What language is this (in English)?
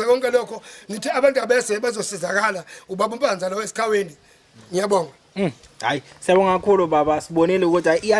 Zulu